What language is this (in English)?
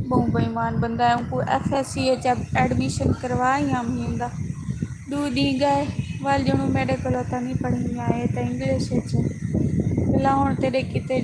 Saraiki